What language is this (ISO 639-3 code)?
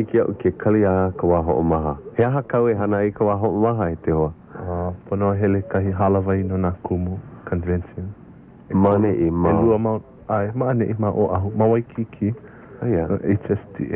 haw